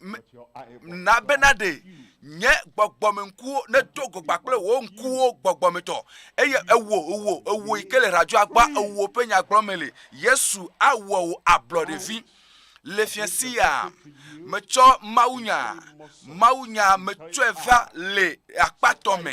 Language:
Ewe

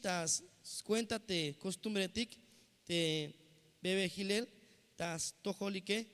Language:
Tzeltal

